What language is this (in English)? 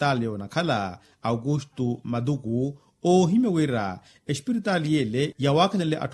Makhuwa